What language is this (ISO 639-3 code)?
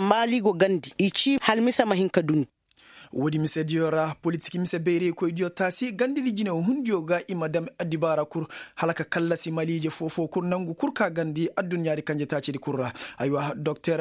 ses